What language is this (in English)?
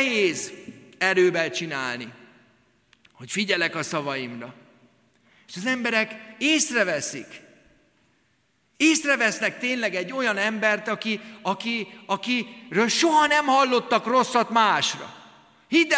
Hungarian